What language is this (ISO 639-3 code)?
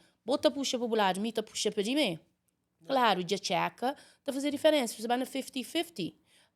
kea